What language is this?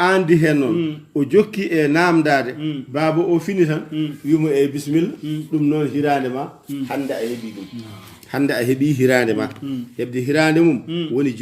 Fula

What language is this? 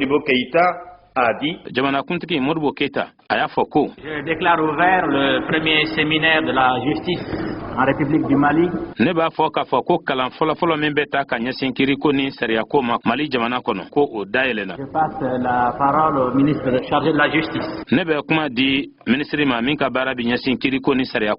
Bambara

